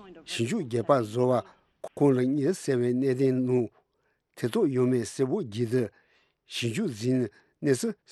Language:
Tibetan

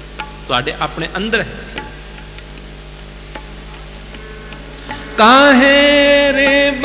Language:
Hindi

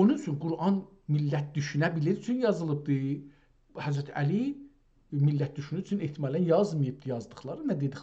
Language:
South Azerbaijani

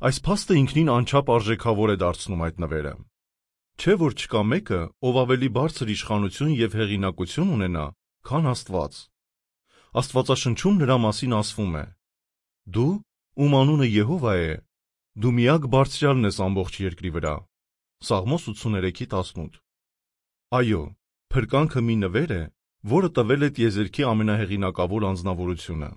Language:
Armenian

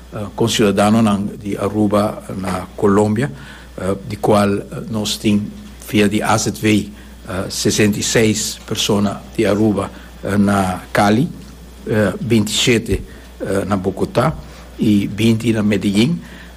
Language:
Papiamento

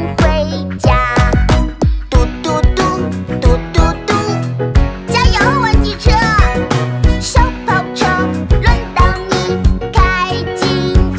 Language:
Chinese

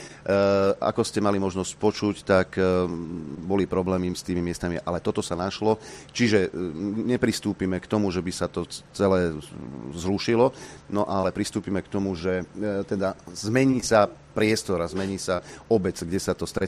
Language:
Slovak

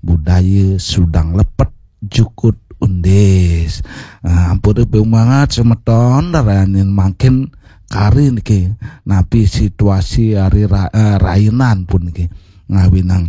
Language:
Balinese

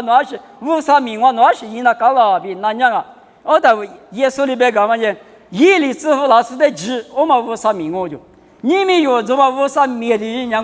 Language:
Lisu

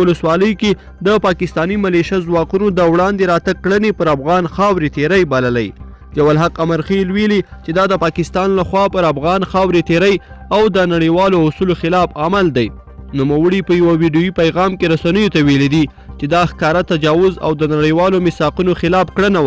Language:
Pashto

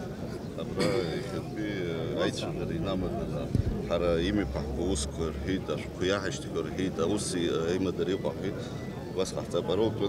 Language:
Abkhazian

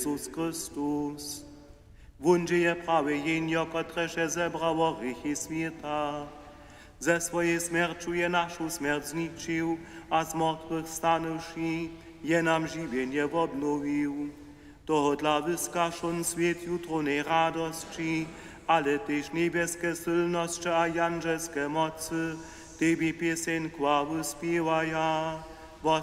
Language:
Upper Sorbian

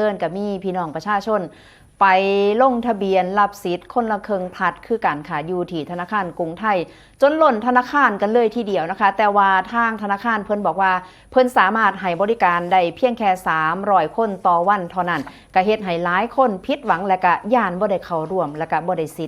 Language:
Lao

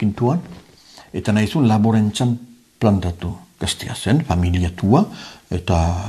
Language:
Basque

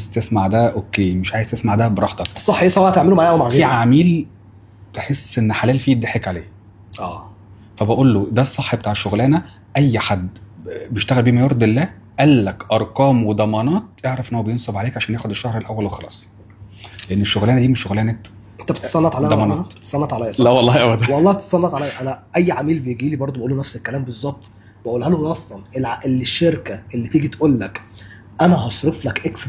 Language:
Egyptian Arabic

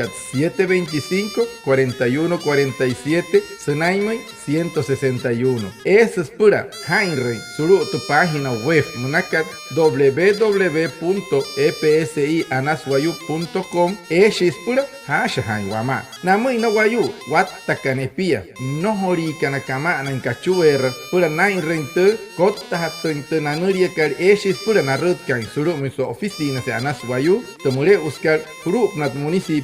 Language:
Wayuu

